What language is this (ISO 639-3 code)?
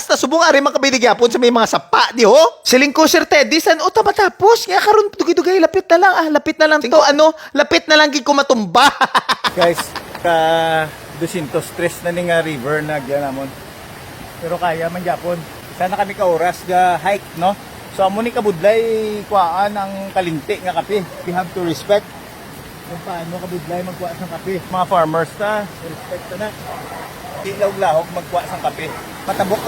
hil